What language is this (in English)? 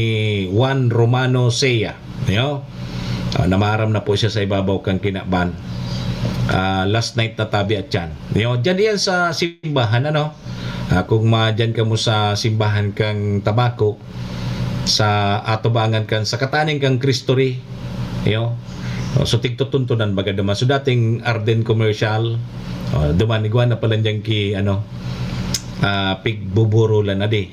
Bikol